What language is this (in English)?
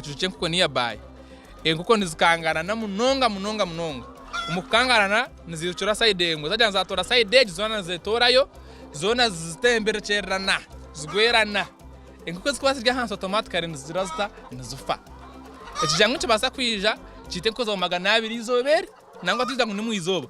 Nyankole